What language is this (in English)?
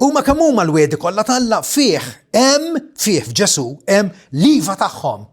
Maltese